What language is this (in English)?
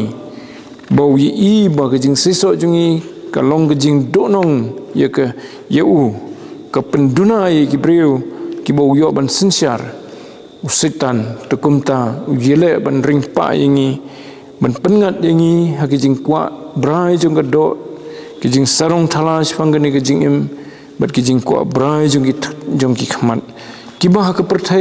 Khasi